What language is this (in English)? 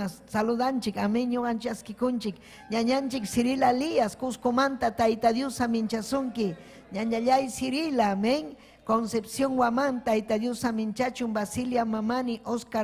Ayacucho Quechua